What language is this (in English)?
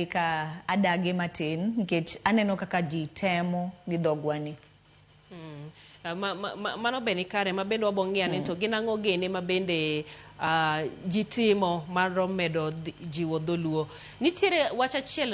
Luo (Kenya and Tanzania)